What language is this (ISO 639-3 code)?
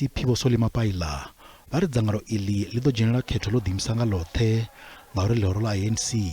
ven